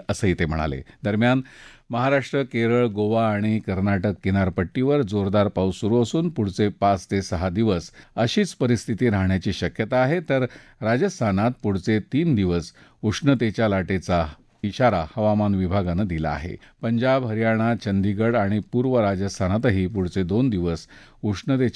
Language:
Marathi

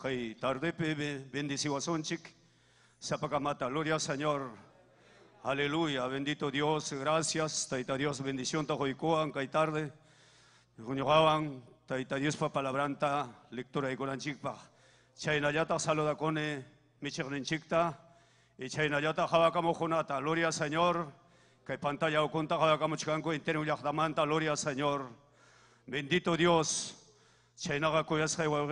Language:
Ayacucho Quechua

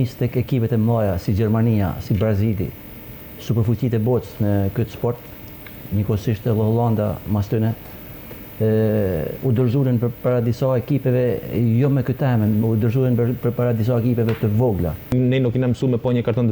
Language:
Albanian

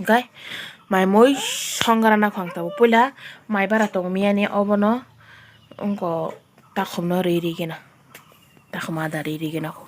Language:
Kok Borok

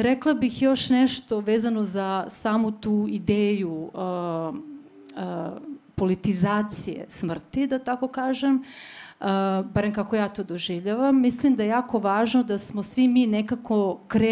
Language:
Serbian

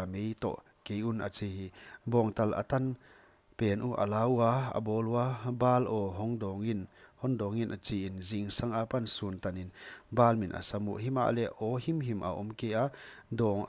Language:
Paite Chin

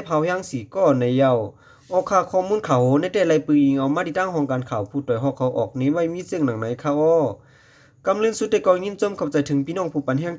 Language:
Shan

